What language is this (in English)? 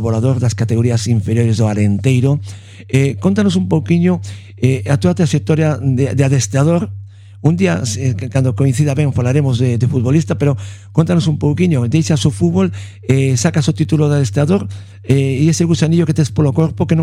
Galician